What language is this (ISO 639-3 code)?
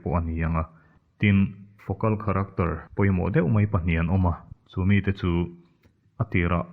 lus